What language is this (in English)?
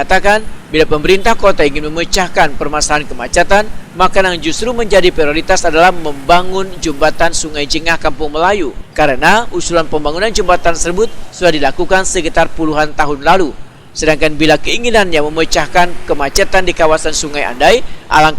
Banjar